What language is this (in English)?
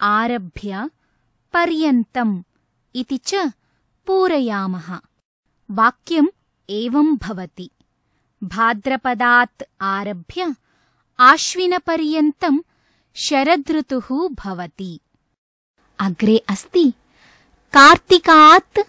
Sanskrit